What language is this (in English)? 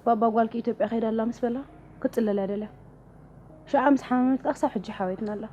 Tigrinya